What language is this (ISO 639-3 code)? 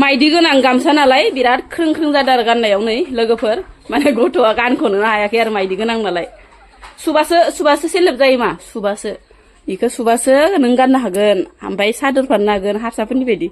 brx